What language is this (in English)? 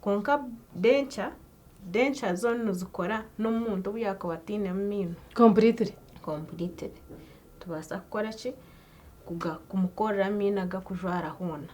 Nyankole